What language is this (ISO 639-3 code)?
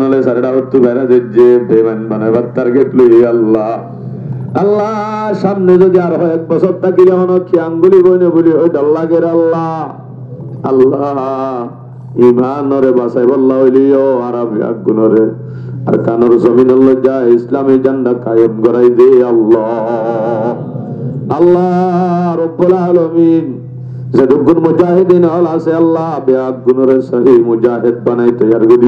rhg